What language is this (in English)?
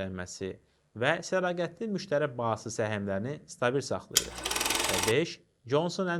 Azerbaijani